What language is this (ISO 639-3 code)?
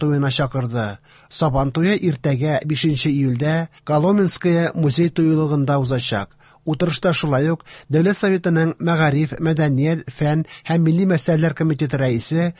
tat